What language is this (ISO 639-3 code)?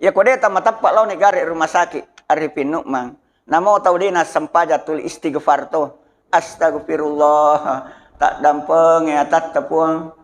bug